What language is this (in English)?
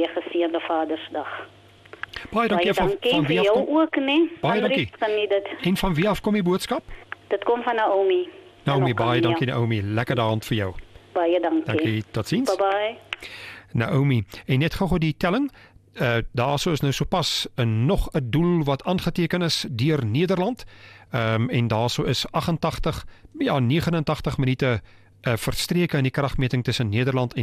Afrikaans